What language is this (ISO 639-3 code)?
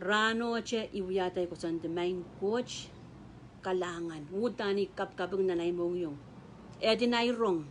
pon